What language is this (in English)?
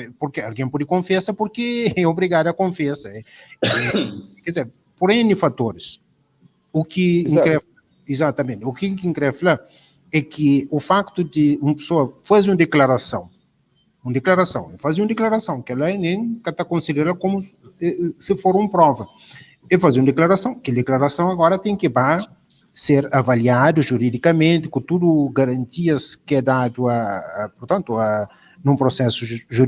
Kabuverdianu